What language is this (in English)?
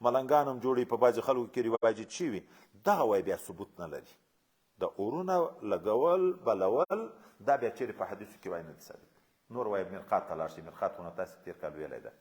Pashto